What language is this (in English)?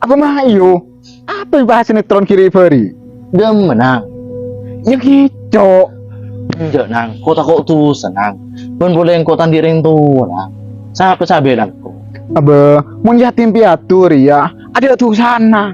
Madurese